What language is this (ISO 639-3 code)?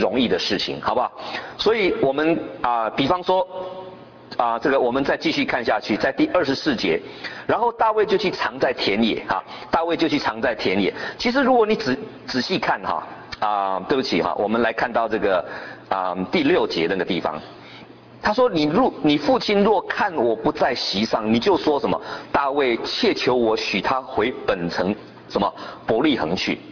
zho